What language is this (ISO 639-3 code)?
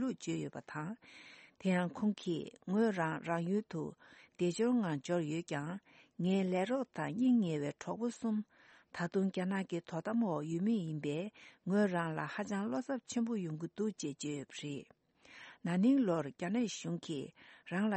bod